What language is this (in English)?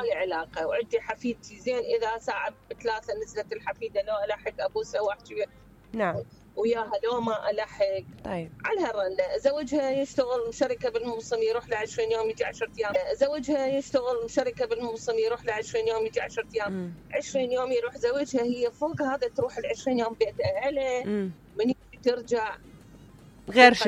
Mesopotamian Arabic